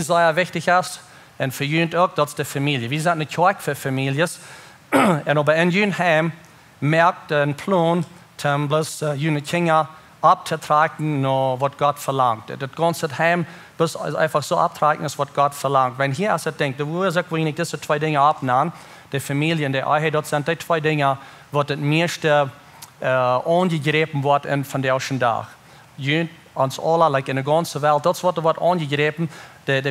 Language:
Plautdietsch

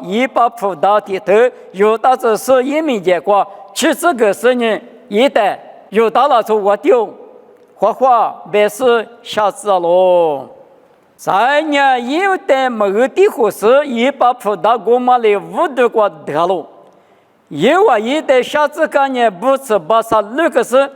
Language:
Lisu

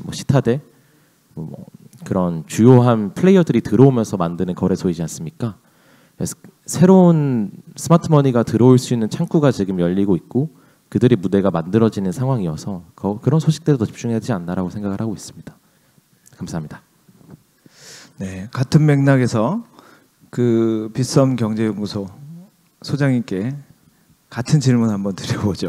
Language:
Korean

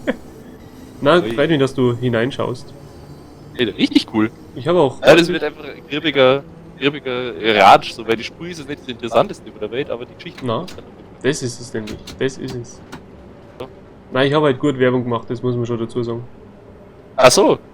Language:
Bavarian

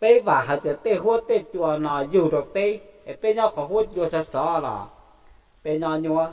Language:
Hmong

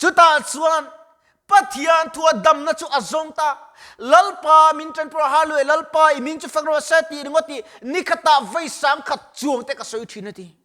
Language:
Mizo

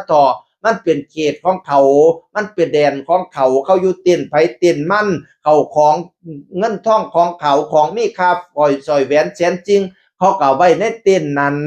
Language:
Northeastern Thai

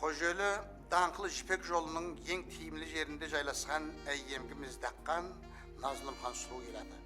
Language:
Kara-Kalpak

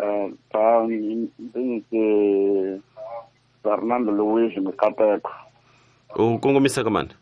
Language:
Tsonga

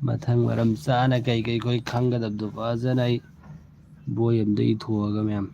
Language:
Manipuri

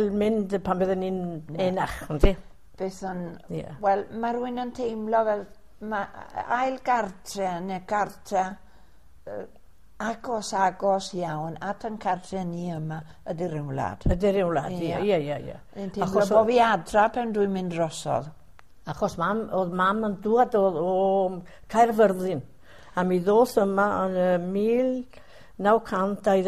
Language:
Welsh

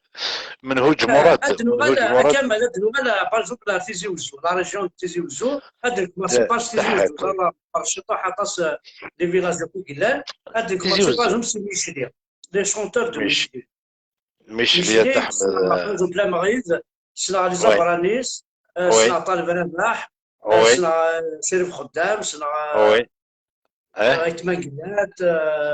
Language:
Kabyle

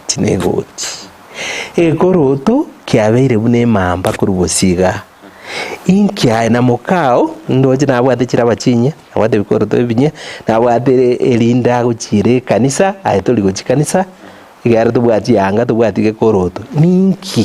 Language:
Gusii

